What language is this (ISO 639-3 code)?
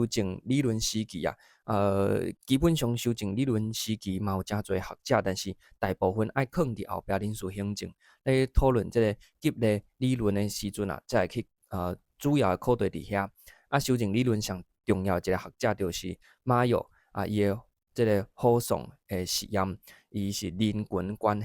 nan